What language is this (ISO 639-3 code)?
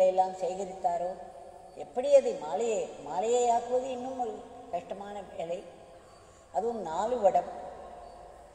tam